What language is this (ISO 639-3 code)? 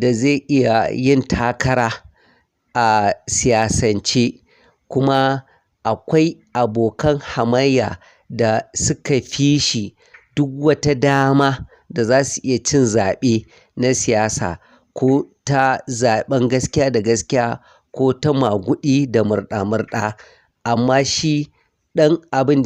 hau